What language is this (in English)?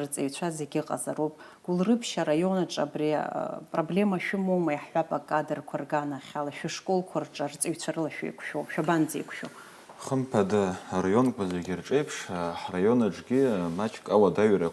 Abkhazian